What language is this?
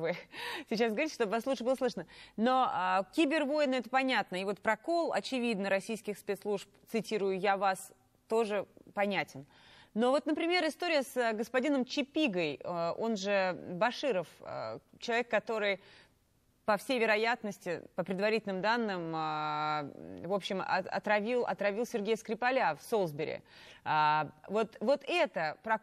Russian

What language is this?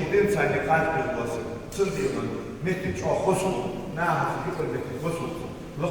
Ingush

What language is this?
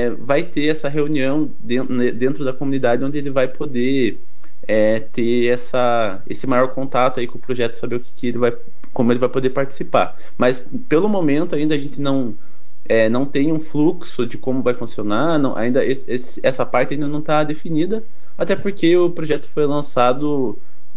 Portuguese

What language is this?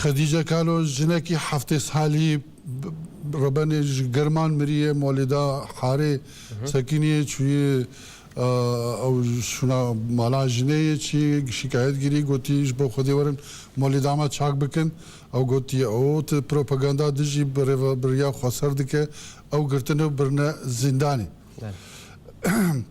Kurdish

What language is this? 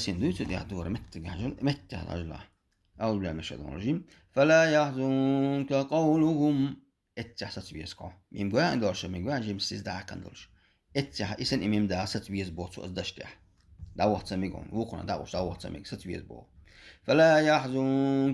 Chechen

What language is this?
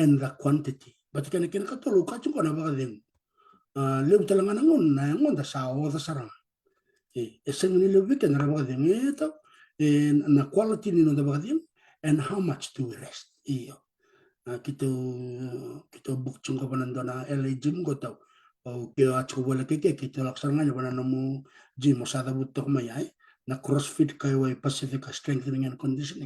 Fijian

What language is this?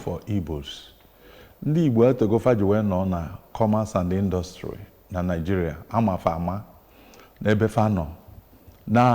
Igbo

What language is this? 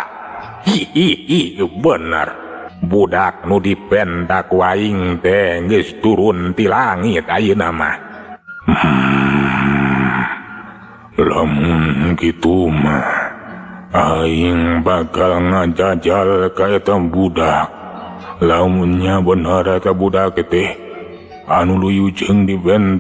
Sundanese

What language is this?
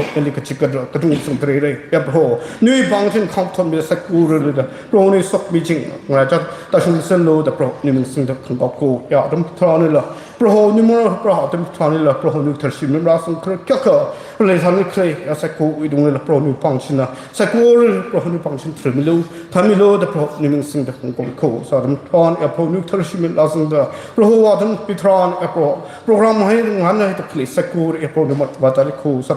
Tangkhul Naga (India)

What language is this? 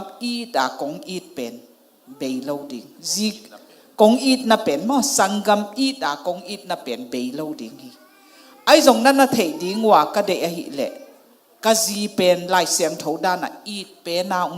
Tedim Chin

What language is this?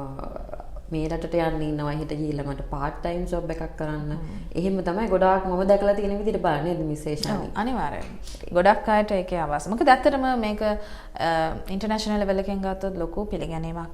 Sinhala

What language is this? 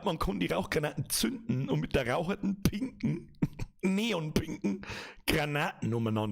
Bavarian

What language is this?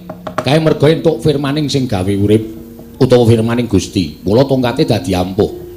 Javanese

